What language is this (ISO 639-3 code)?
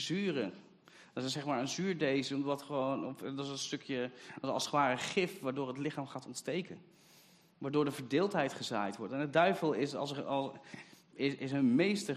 nld